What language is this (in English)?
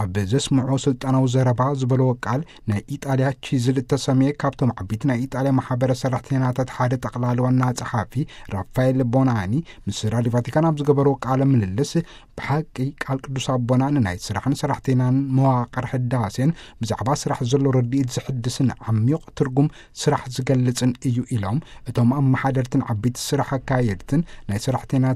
Tigrinya